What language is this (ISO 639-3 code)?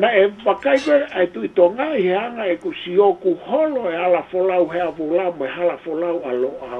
ton